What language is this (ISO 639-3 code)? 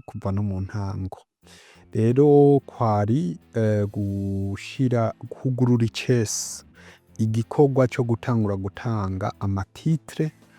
run